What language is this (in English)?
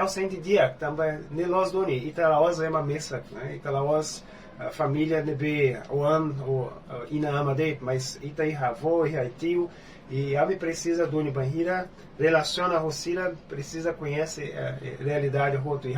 Tetum